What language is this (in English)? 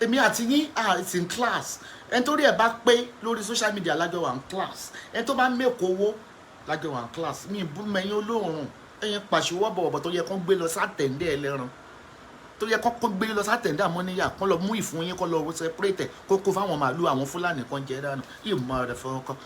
Yoruba